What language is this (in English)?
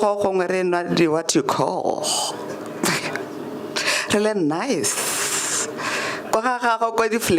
Tswana